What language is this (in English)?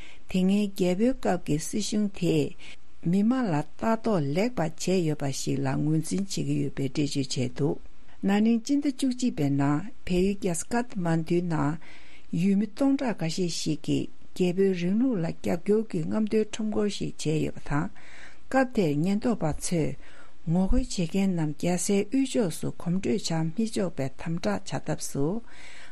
Tibetan